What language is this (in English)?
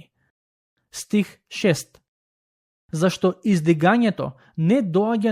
Macedonian